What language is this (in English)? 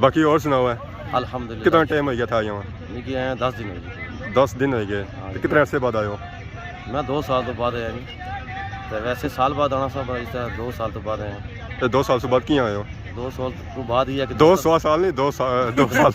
Pahari-Potwari